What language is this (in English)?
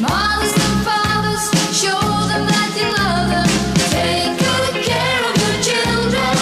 Faroese